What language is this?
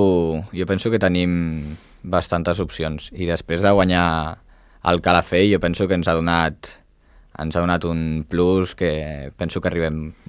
Catalan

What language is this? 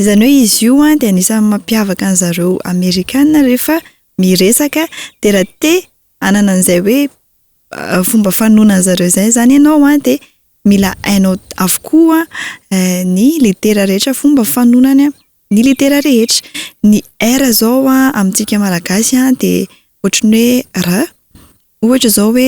Malagasy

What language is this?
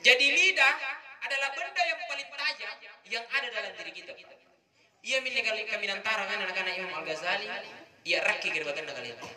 Makasar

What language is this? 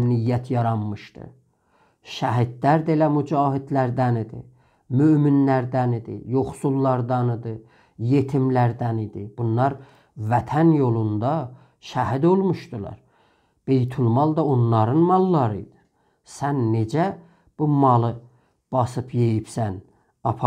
South Azerbaijani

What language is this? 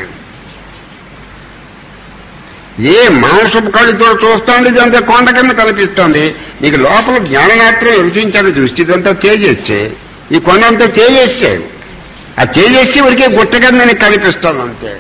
Telugu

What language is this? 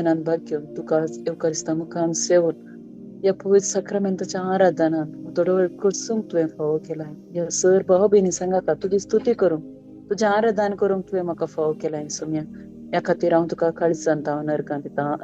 Konkani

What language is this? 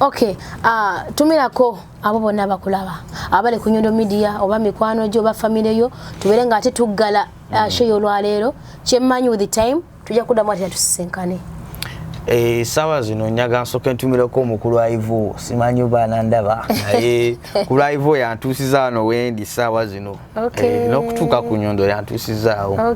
Ganda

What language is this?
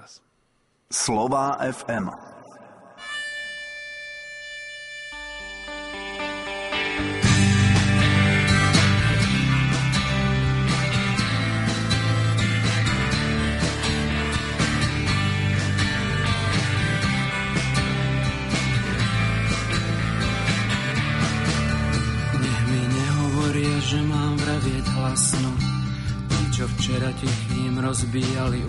Slovak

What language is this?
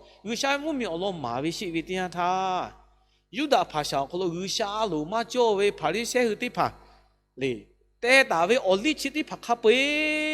Lahu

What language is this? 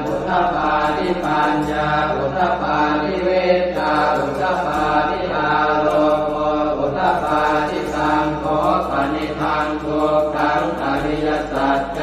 Pali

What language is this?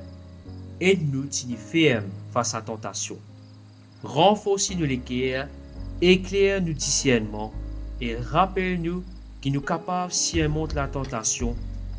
Morisyen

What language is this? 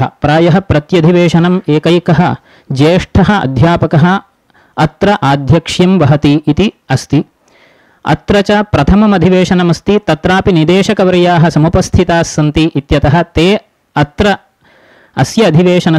Sanskrit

